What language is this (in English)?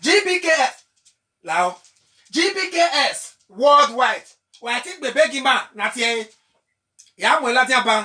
Bini